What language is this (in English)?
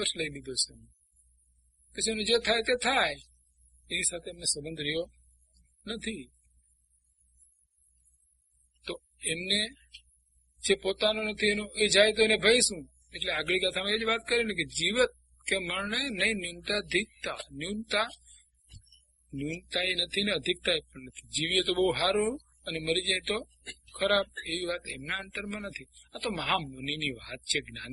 Gujarati